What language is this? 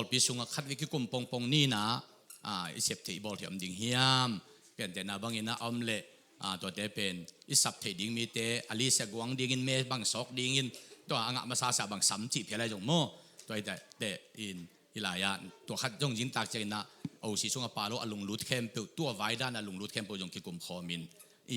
Tedim Chin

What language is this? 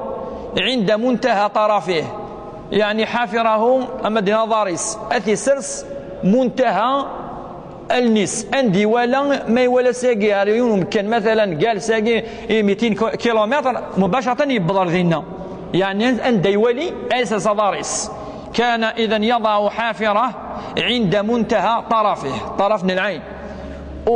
Kabyle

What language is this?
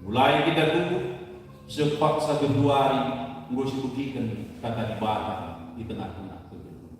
Batak Karo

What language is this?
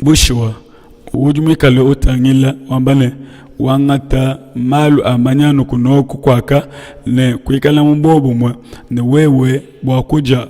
Luba-Lulua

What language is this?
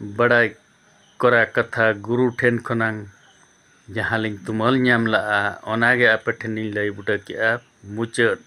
Santali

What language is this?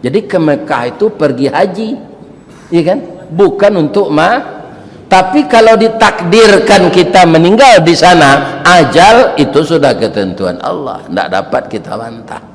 Minangkabau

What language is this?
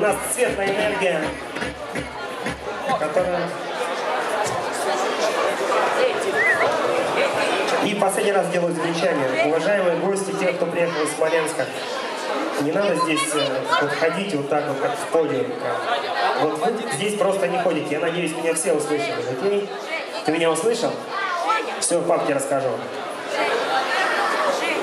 Russian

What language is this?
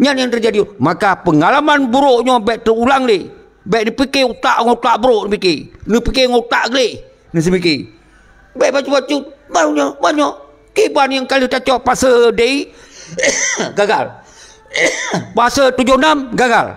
Achinese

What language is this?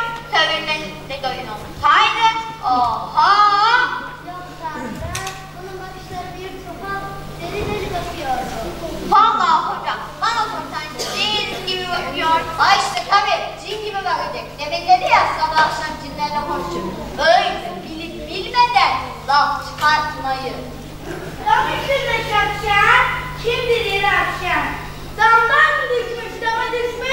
Turkish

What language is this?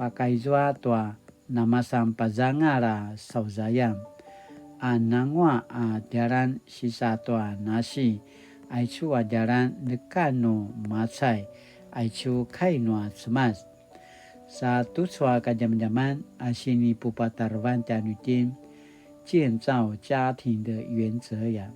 Paiwan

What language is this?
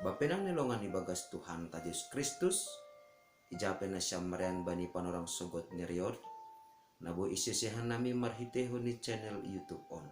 Batak Simalungun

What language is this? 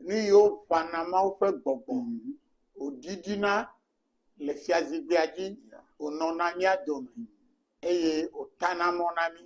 Ewe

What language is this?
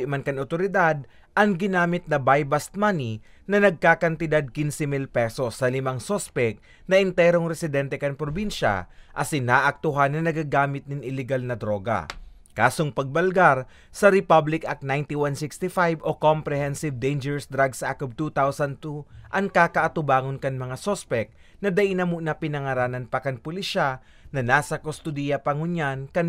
Bikol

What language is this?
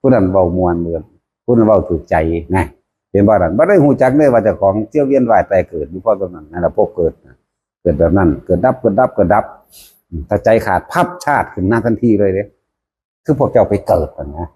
Northeastern Thai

